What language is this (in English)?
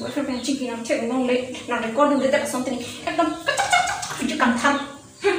Karbi